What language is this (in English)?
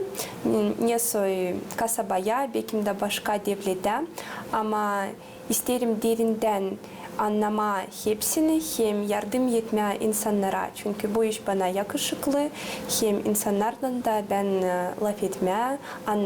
Gagauz